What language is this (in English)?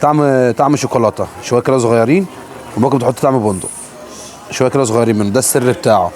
Egyptian Arabic